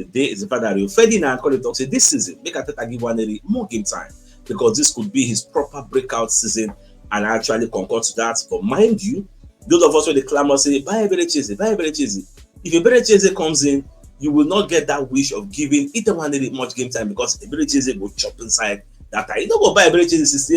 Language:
Nigerian Pidgin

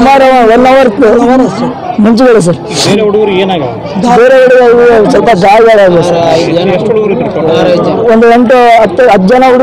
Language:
Kannada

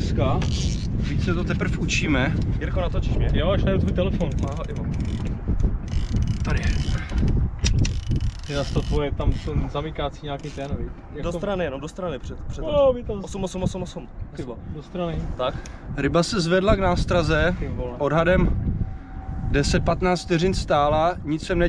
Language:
Czech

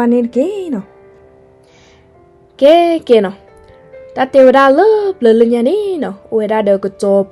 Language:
S'gaw Karen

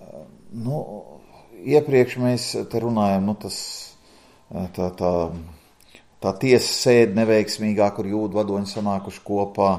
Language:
Latvian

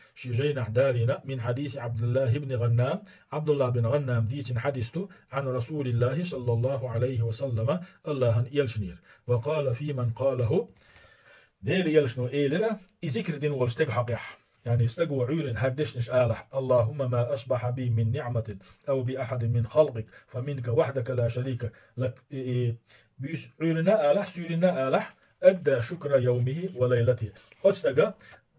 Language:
Chechen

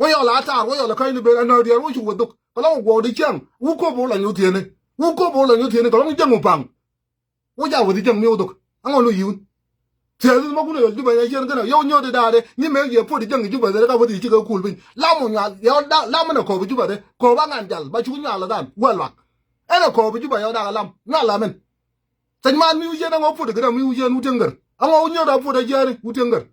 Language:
Nuer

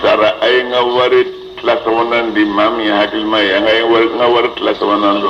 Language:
Bambara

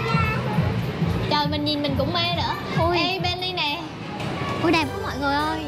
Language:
Vietnamese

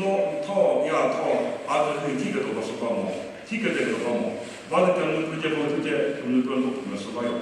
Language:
Chokri Naga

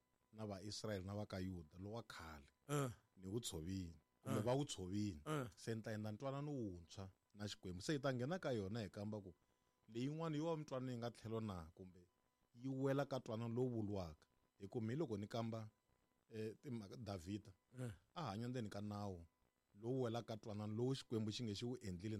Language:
Tsonga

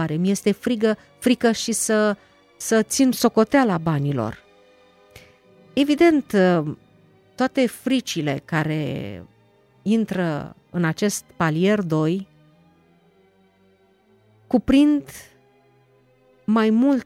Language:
Romanian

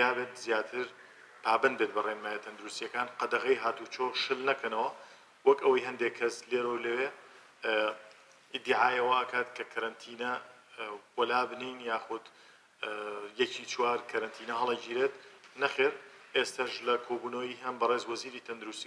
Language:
Central Kurdish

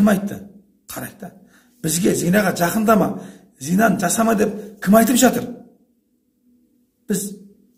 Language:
Kazakh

